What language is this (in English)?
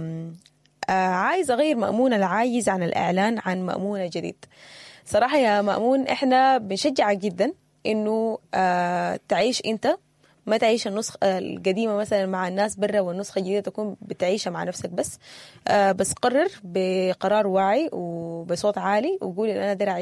Sudanese Arabic